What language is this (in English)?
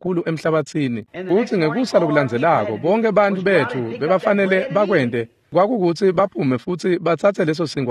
Swati